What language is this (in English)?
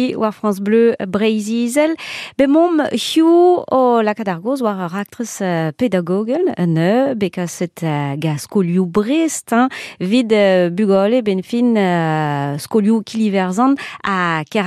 Breton